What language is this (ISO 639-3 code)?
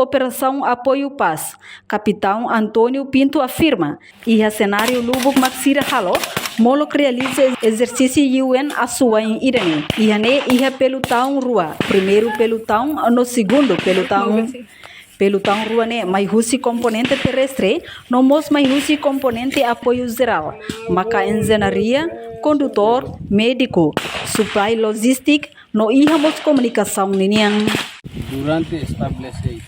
tet